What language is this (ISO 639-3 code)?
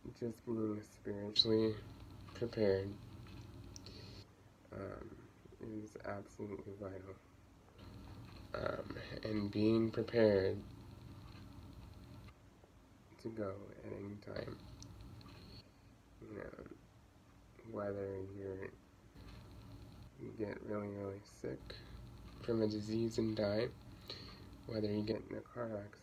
eng